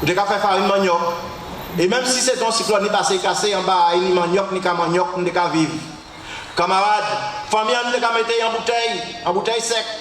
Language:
Guadeloupean Creole French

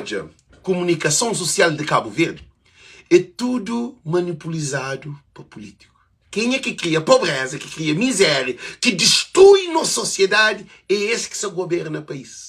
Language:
Kabuverdianu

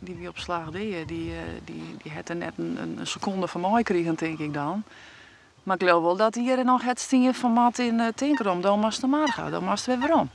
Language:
Western Frisian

